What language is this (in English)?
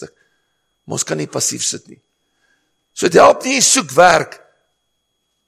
Afrikaans